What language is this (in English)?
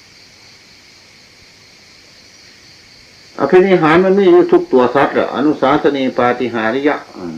Northeastern Thai